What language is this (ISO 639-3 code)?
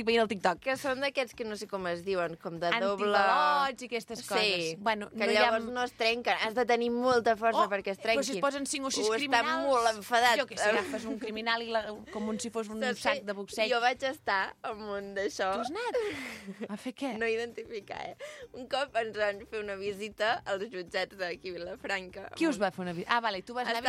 cat